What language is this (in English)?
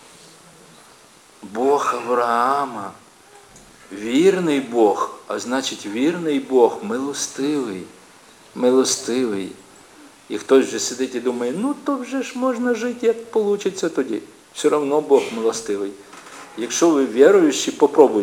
Ukrainian